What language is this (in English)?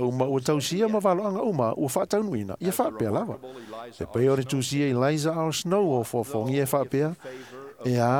Samoan